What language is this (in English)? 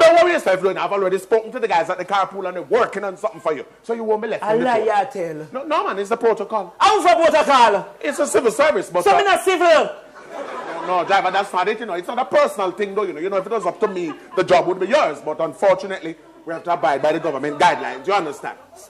Jamaican Creole English